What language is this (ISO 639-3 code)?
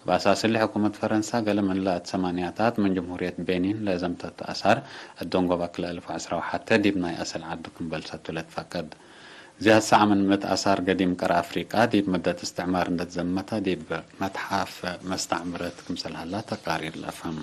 tig